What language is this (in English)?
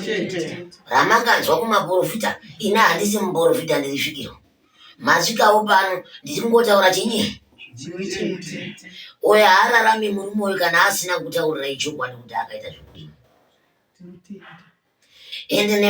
Shona